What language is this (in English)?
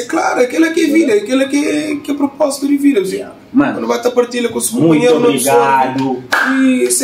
Kabuverdianu